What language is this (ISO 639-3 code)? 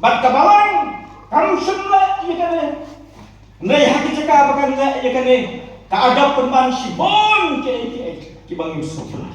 kha